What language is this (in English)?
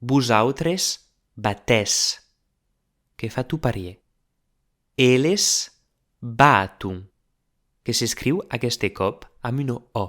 Occitan